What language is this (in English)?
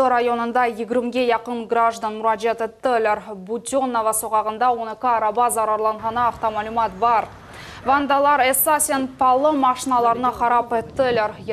Crimean Tatar